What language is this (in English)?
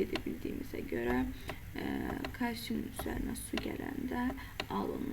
Azerbaijani